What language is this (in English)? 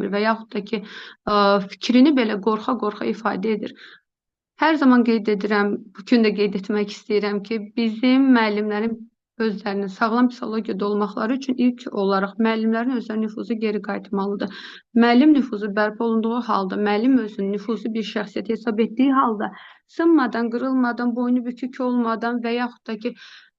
Azerbaijani